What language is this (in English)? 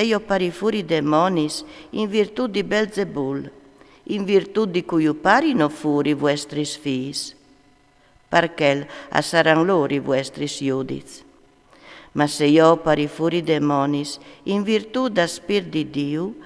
Friulian